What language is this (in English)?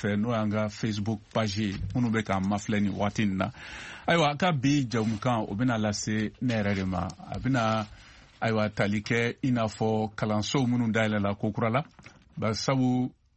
Bambara